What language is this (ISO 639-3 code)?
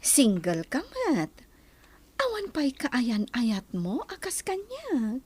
ilo